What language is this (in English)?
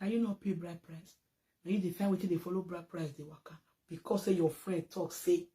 Nigerian Pidgin